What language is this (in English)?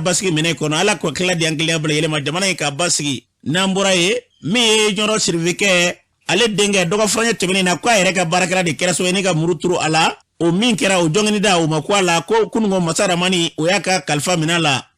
Bambara